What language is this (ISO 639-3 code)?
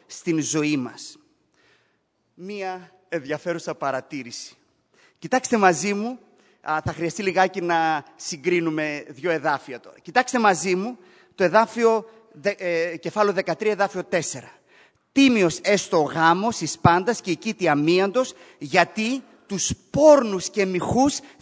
ell